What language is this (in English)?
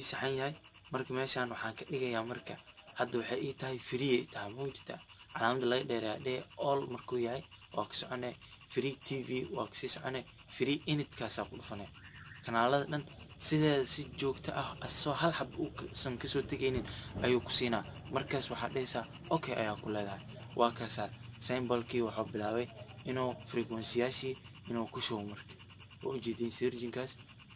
Somali